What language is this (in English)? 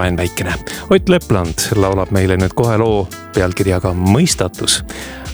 Estonian